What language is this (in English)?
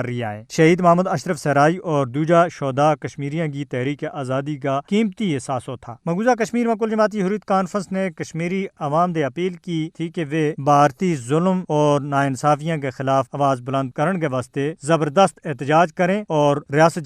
Gujari